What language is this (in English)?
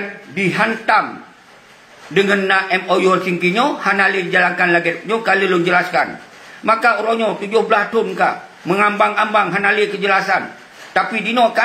Achinese